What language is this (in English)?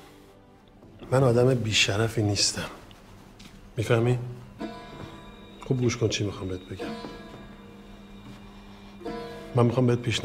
Persian